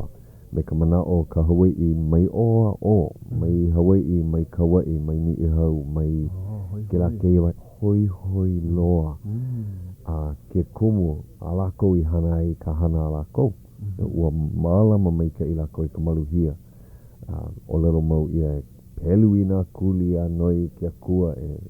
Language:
Hawaiian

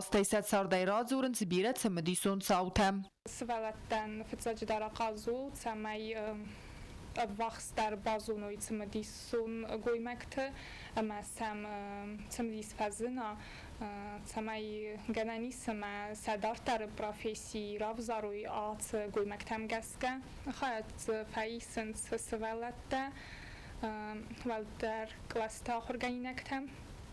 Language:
Ossetic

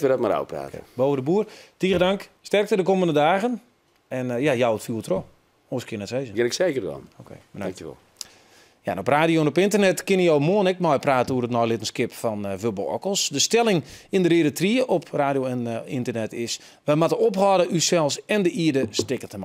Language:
Western Frisian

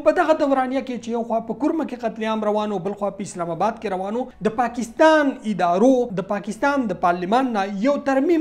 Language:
Pashto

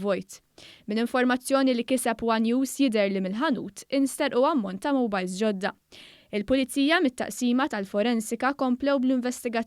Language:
Maltese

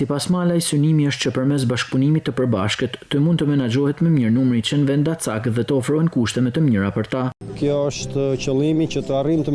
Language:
Albanian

